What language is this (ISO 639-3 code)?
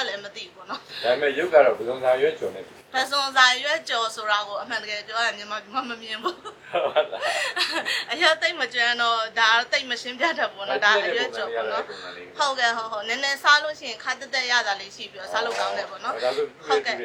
mya